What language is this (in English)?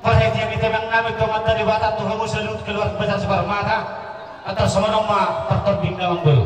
Batak Toba